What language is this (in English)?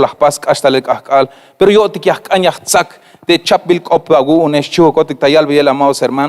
Tzeltal